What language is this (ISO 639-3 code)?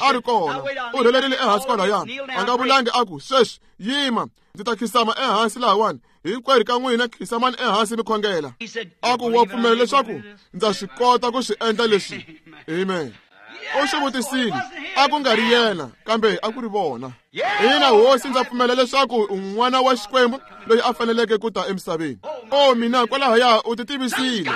tso